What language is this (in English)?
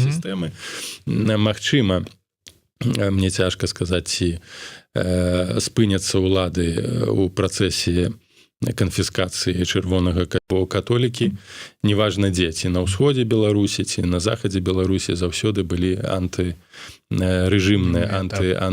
Belarusian